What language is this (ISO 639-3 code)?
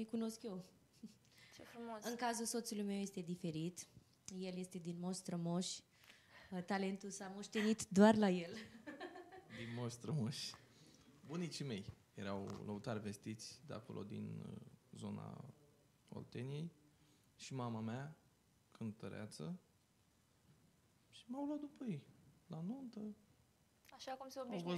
ron